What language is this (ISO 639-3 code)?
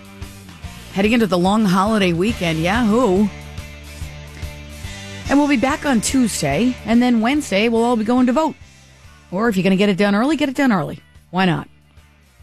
eng